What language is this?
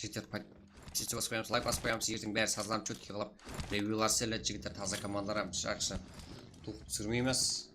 Kara-Kalpak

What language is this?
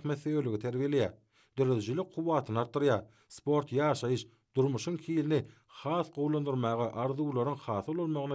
Turkmen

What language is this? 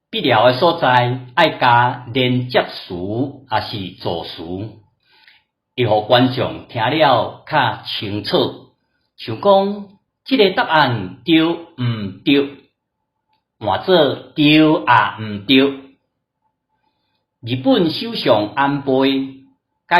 Min Nan Chinese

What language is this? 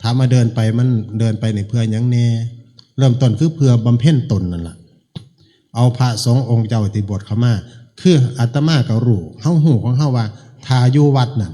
Northeastern Thai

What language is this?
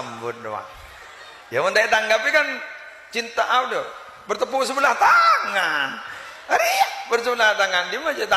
Madurese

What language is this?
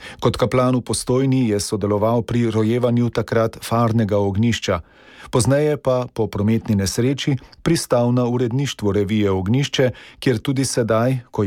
Slovenian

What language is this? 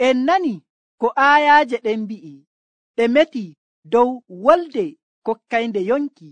Nigerian Fulfulde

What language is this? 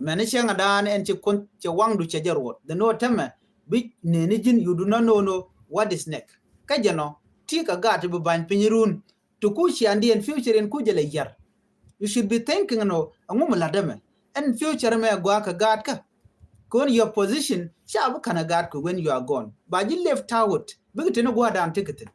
Nuer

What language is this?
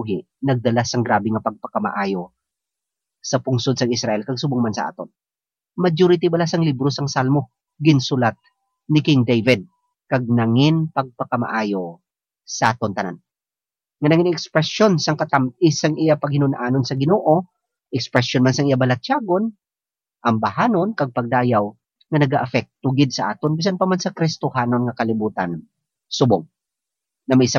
Hiligaynon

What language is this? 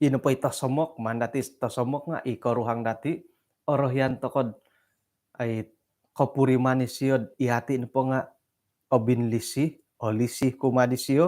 Central Dusun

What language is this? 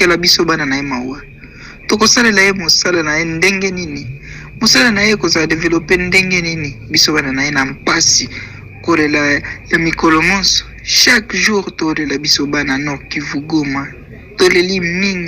Lingala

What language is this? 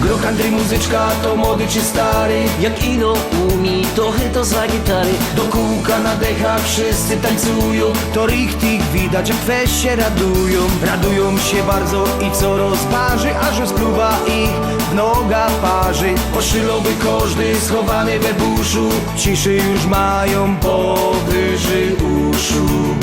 Silesian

